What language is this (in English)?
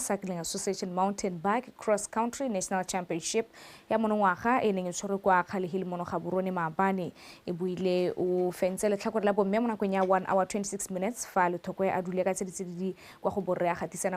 Tswana